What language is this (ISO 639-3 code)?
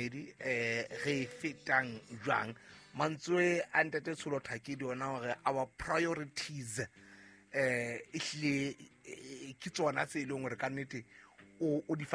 sot